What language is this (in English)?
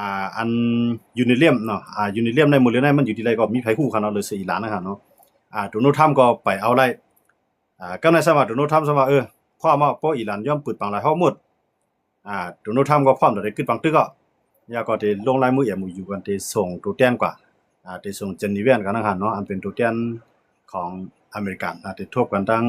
Shan